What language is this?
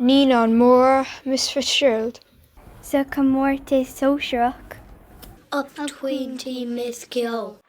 Irish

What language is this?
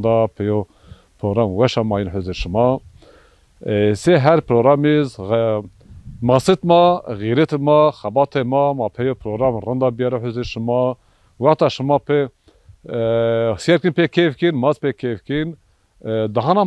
Zaza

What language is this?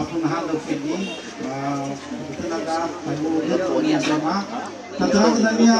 Nias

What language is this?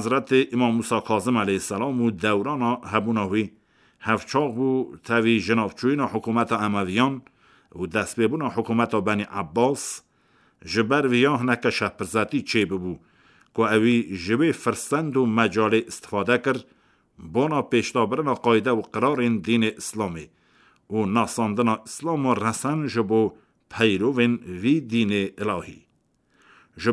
Kurdish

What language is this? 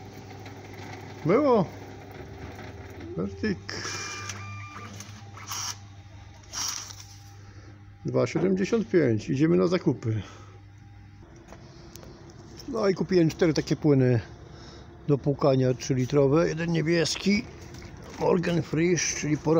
Polish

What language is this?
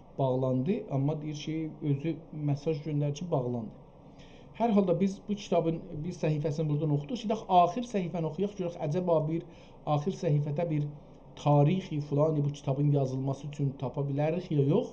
South Azerbaijani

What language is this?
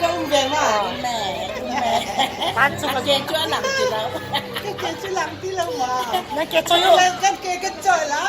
Hakha Chin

